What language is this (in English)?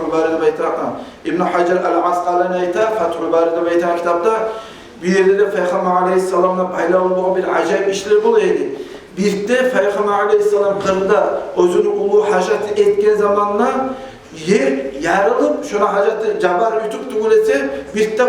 Kumyk